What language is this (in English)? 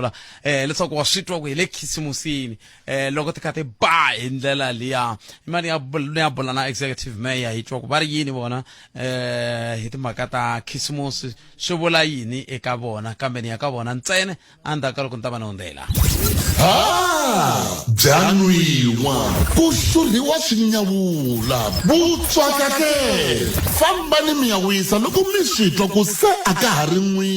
Tsonga